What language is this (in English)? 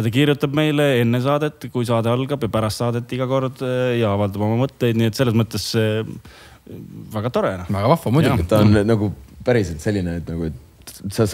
Estonian